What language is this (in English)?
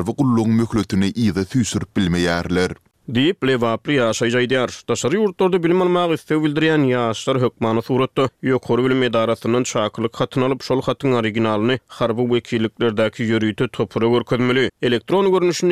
Turkmen